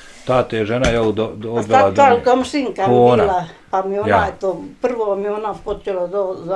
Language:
Bosnian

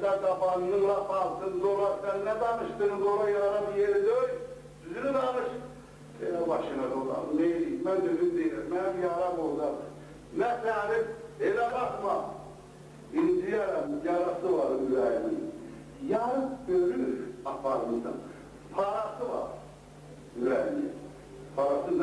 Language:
South Azerbaijani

